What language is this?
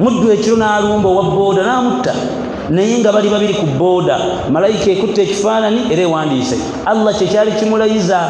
Ganda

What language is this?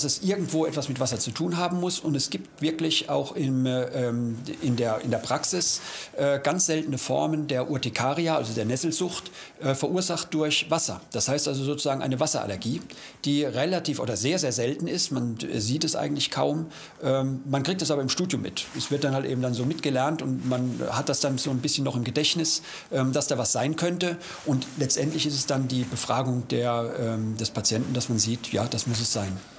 German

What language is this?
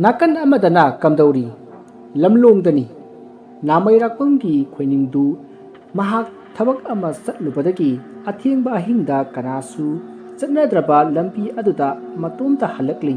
Manipuri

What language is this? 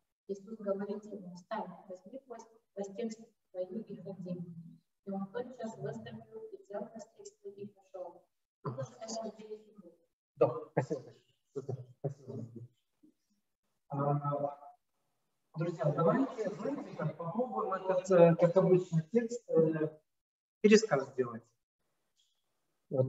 Russian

